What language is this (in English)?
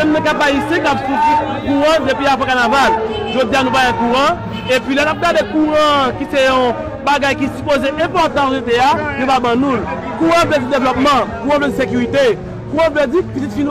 Haitian Creole